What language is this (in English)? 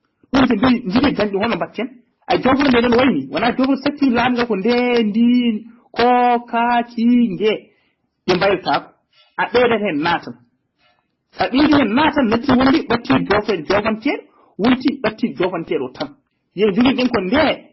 Fula